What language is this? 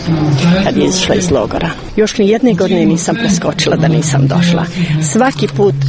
Croatian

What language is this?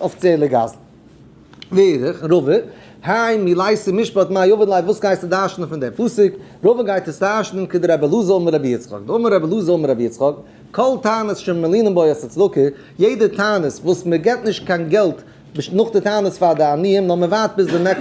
Yiddish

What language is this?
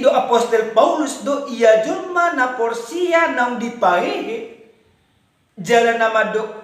Batak Toba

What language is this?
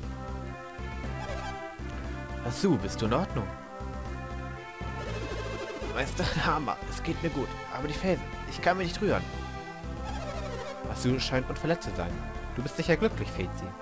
German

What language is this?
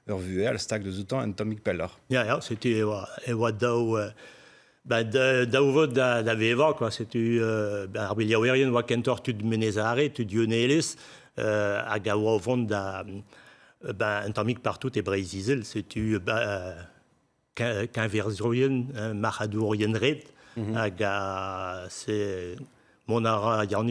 Breton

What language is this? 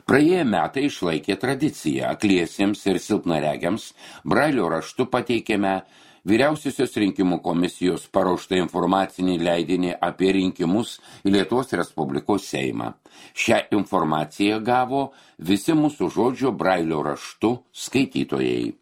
Lithuanian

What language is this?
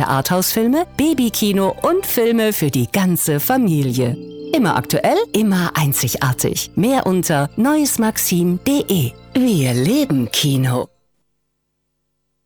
German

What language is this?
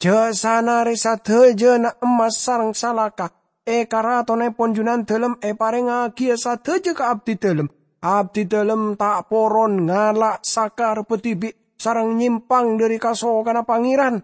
Madurese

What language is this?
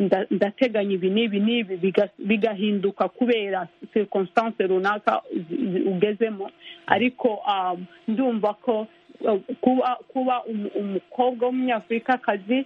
Kinyarwanda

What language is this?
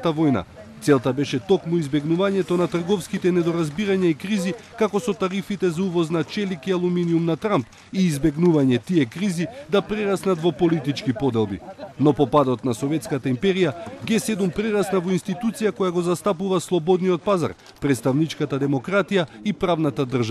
Macedonian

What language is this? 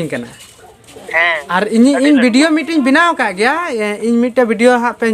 Santali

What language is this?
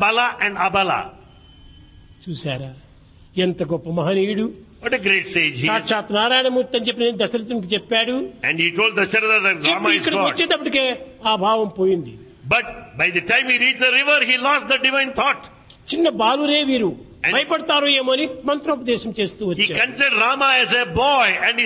Telugu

